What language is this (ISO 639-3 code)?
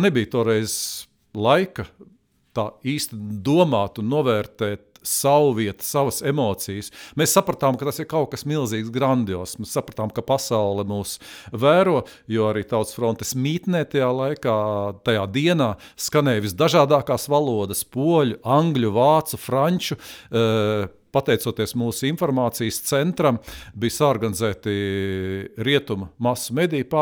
lav